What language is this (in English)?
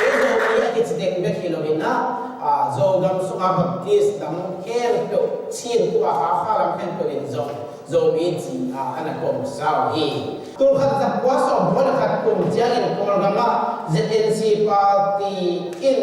Tedim Chin